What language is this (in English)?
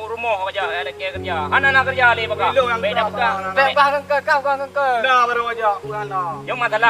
Achinese